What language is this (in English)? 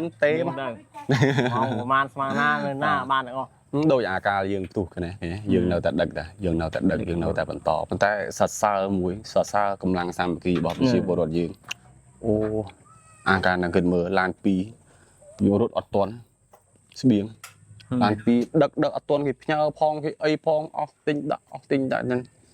Khmer